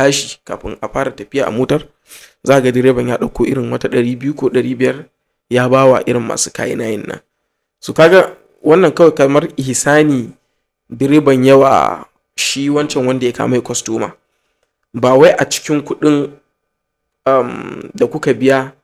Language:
Hausa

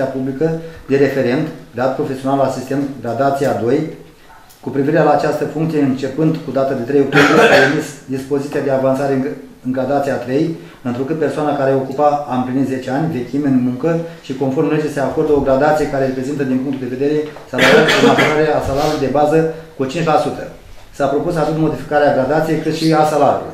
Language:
Romanian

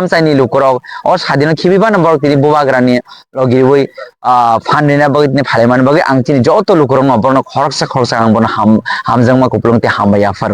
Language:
Kok Borok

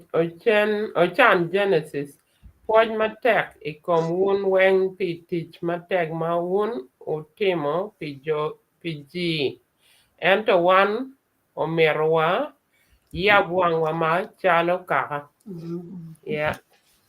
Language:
Acoli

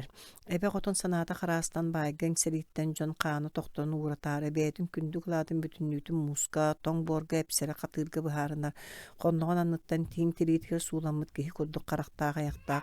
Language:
Yakut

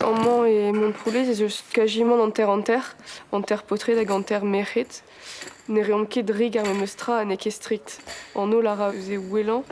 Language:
Breton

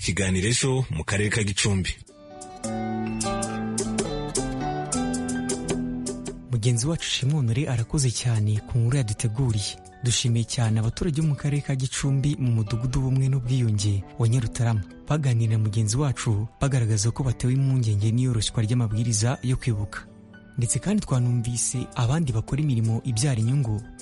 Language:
Kinyarwanda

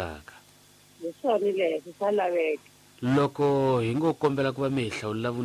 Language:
Tsonga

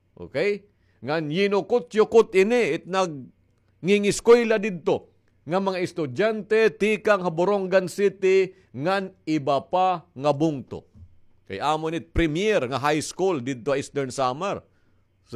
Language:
Waray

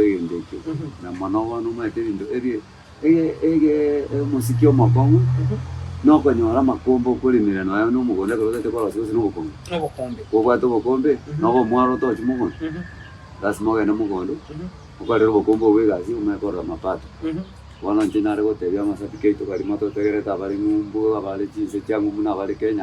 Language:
Gusii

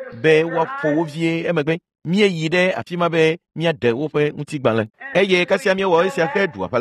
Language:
Ewe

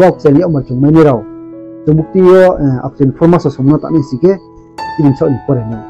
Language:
Riang (India)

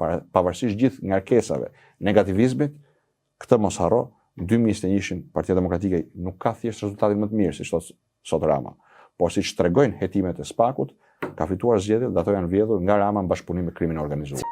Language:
Albanian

